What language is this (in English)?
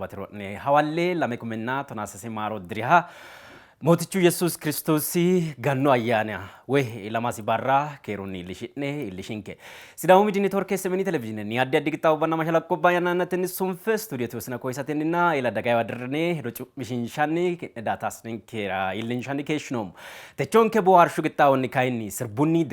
Sidamo